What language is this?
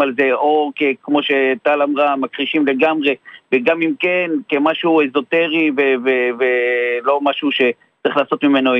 Hebrew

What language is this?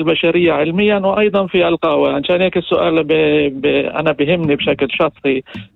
North Levantine Arabic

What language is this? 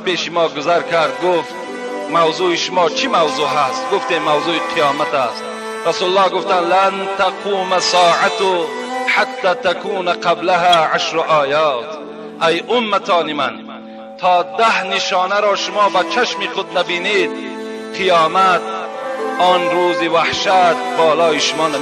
Tajik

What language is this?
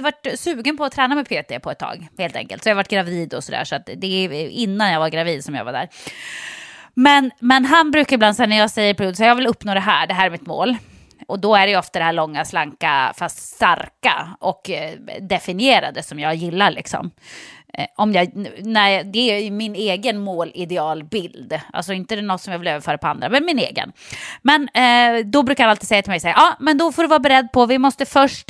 Swedish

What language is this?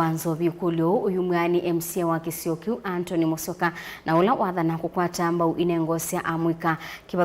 Kamba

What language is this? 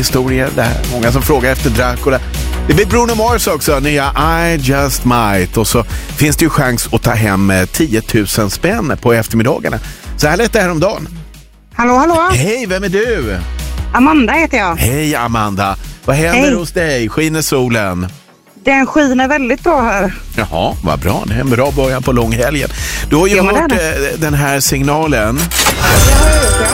Swedish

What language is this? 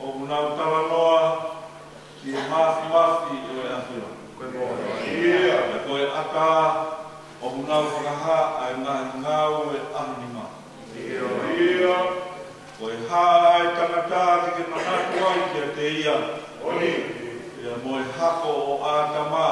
Tongan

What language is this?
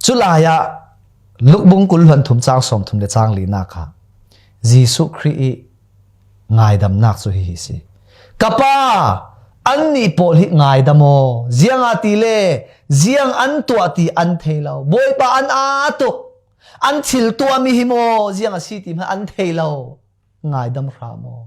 Falam Chin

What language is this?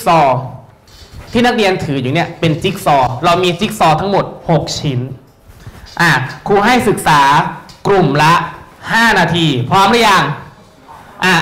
Thai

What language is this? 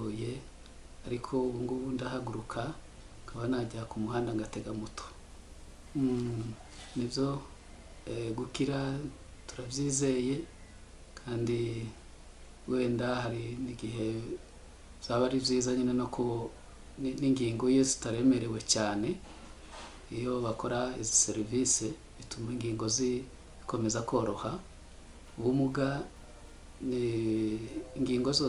Kinyarwanda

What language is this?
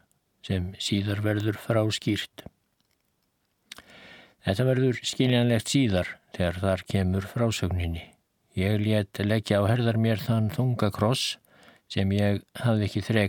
Icelandic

